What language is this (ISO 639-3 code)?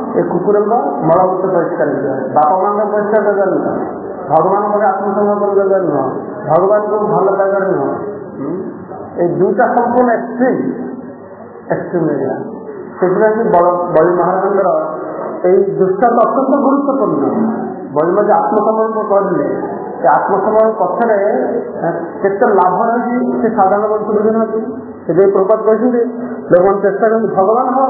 ori